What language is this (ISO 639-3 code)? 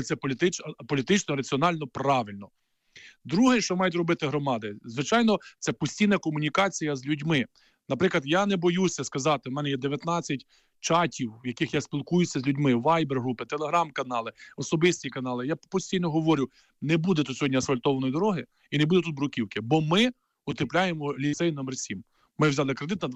ukr